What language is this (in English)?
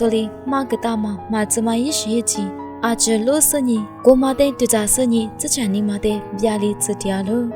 Lisu